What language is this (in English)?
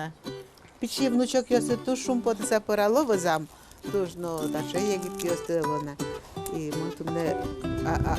Udmurt